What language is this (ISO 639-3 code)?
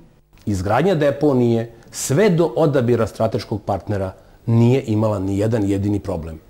srp